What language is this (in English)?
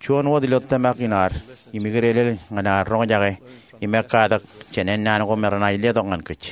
Marshallese